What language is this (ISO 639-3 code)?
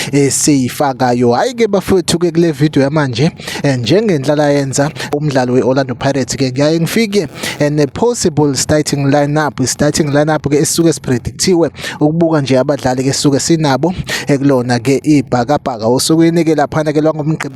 zul